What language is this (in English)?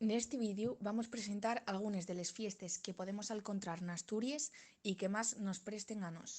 Asturian